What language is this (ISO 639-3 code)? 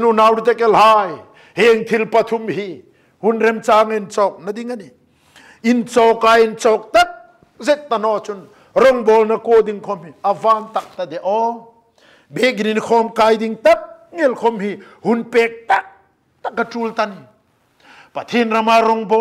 hmr